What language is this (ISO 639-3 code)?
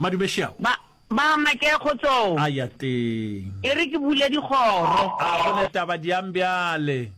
nso